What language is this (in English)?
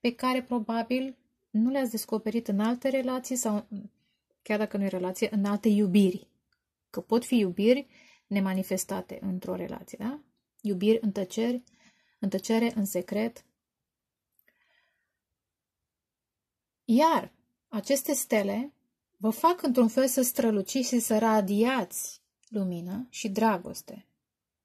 Romanian